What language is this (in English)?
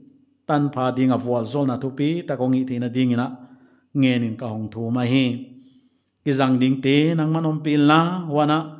Paite Chin